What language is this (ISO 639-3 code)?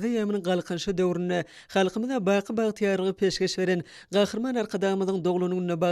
tuk